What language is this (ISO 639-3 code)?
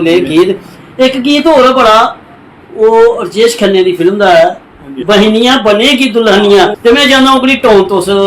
doi